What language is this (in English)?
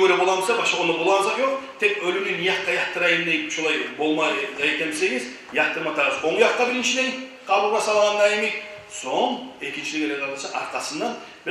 Kumyk